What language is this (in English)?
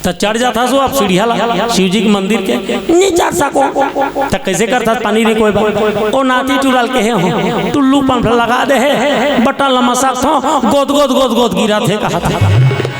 Chhattisgarhi